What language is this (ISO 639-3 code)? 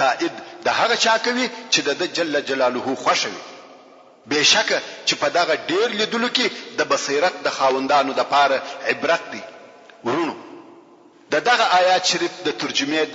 pus